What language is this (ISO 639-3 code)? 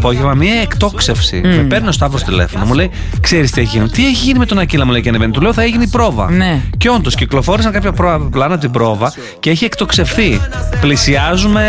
ell